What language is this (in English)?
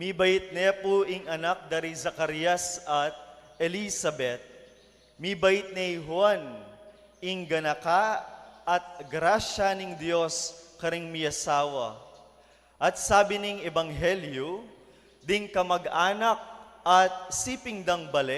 Pampanga